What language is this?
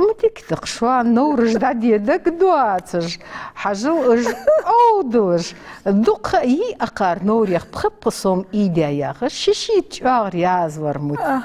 Ingush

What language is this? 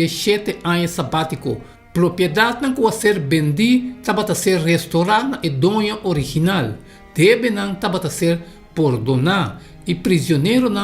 Papiamento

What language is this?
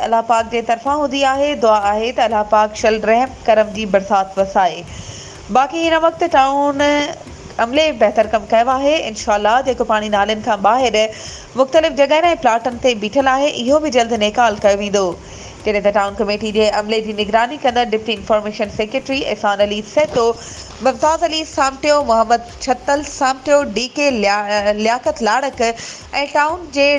Sindhi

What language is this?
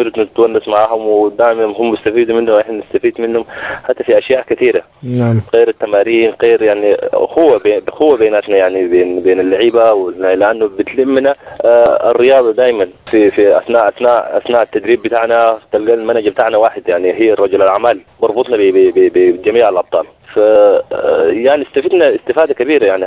Sudanese Arabic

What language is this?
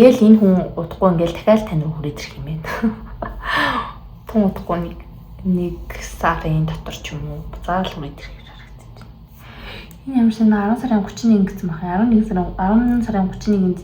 Mongolian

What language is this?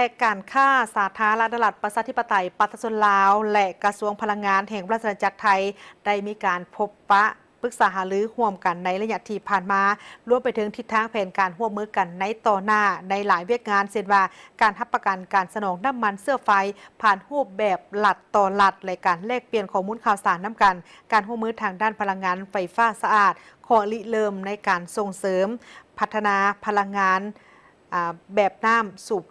Lao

